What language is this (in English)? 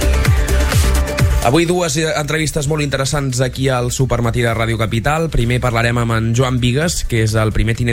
Catalan